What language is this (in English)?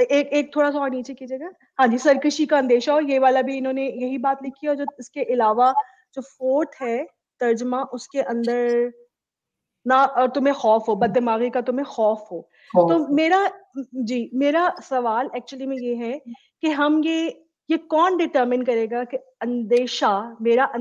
Urdu